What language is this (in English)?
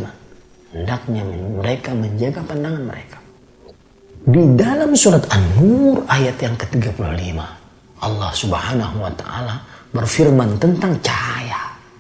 Indonesian